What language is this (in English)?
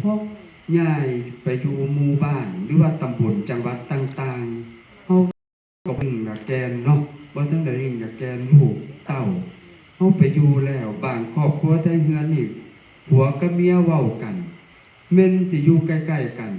Northeastern Thai